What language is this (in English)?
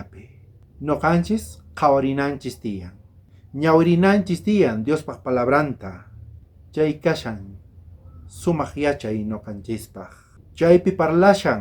South Bolivian Quechua